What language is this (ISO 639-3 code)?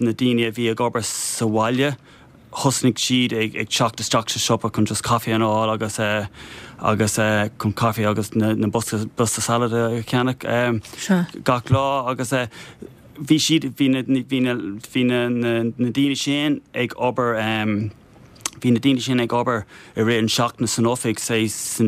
gle